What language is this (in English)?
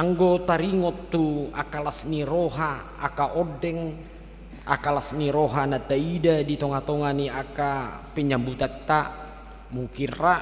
Batak Toba